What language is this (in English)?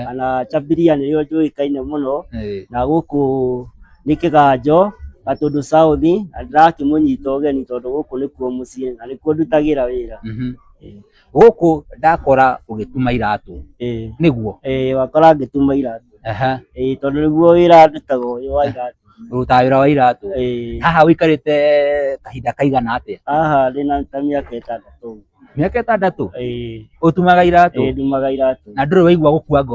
Kikuyu